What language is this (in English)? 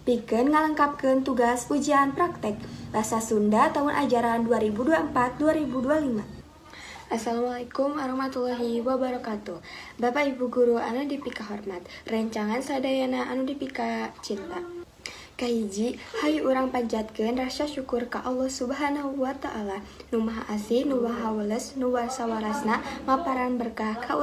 Sundanese